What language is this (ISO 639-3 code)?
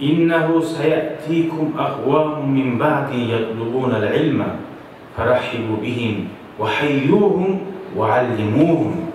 kum